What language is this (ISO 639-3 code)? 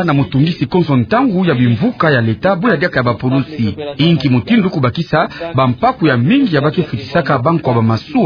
ktu